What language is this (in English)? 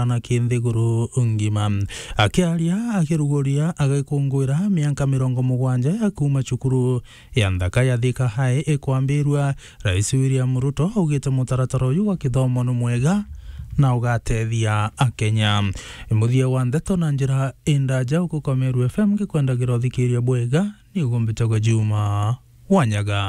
Meru